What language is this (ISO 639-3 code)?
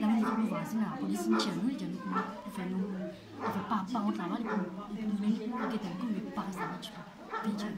mfe